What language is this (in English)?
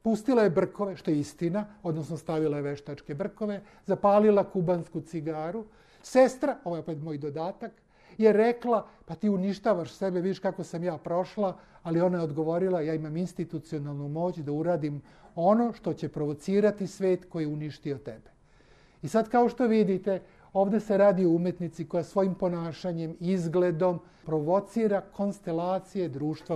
Serbian